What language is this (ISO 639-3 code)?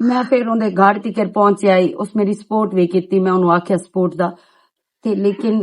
lah